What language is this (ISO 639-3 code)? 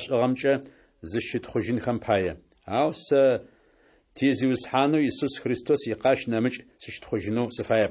ady